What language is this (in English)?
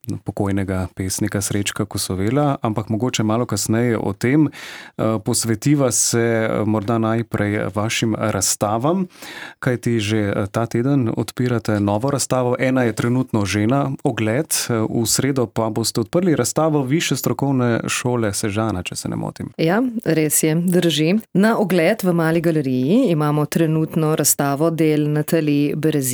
Slovenian